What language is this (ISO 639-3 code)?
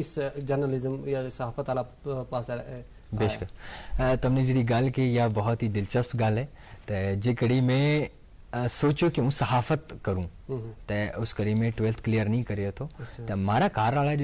gju